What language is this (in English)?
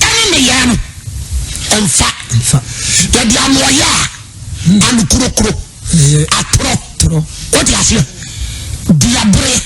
Akan